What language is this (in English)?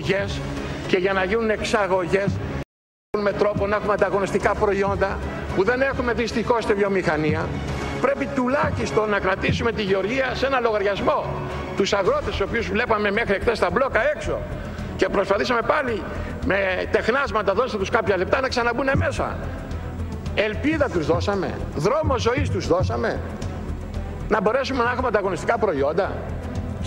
Greek